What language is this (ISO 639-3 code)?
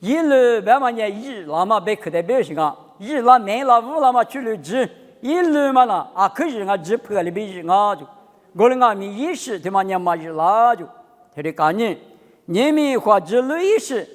lis